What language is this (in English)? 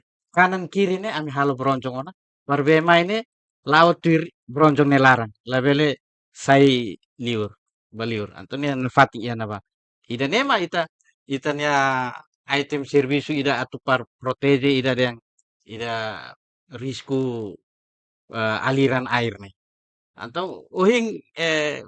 Tetum